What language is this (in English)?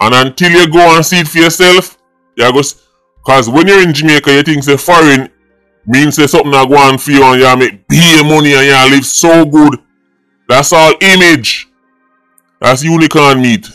Jamaican Creole English